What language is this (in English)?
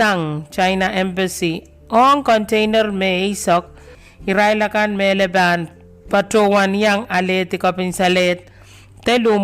Pohnpeian